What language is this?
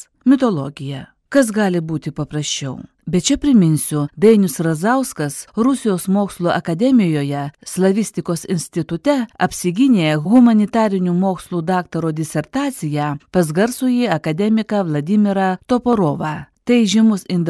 Lithuanian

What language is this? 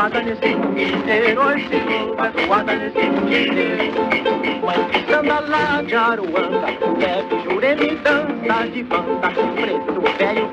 Portuguese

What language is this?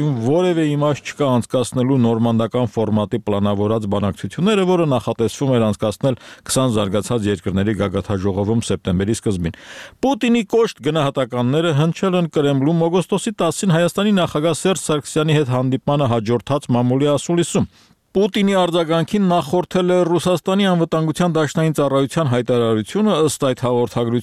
Armenian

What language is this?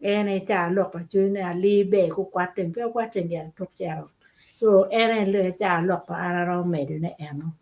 Acoli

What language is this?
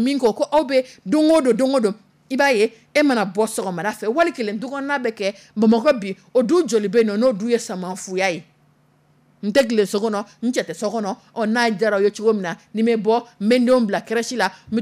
Dyula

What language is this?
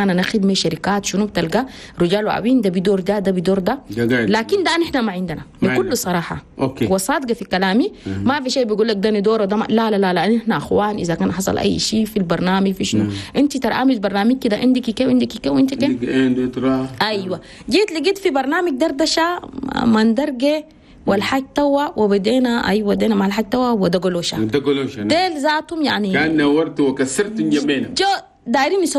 Chadian Arabic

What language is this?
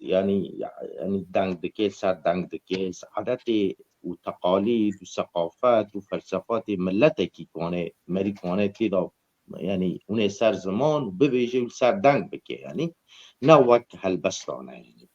Kurdish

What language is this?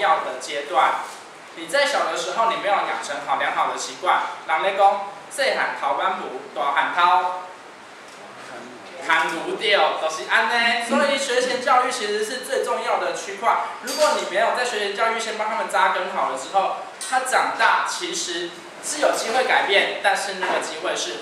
Chinese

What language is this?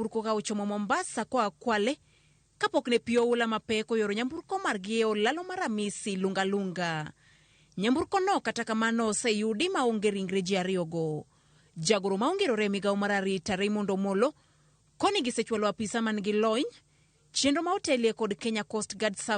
Luo (Kenya and Tanzania)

